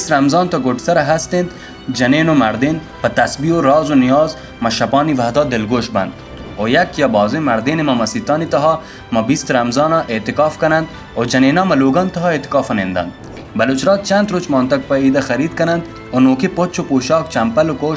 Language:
Baluchi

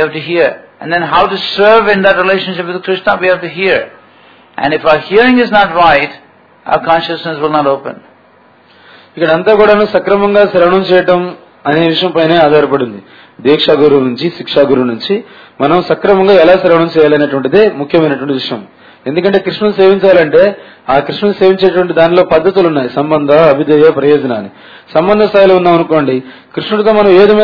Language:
Telugu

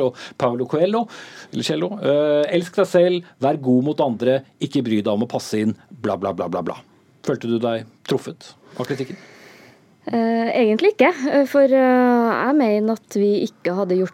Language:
Norwegian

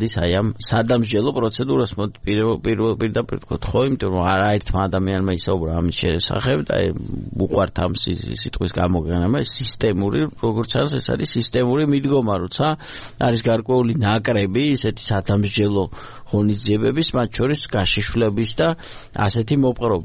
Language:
Georgian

